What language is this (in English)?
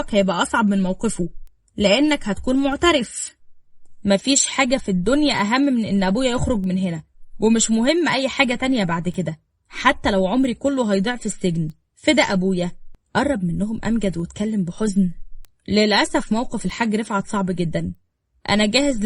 Egyptian Arabic